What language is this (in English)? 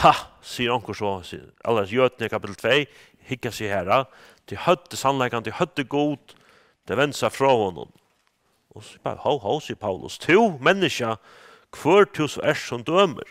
Faroese